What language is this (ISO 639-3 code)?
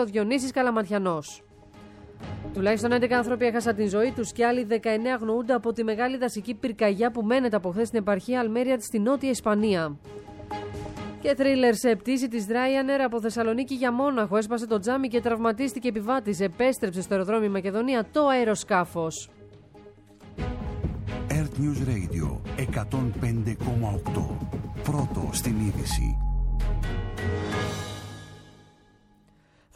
ell